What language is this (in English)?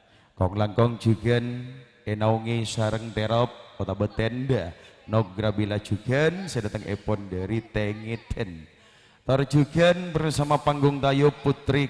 Madurese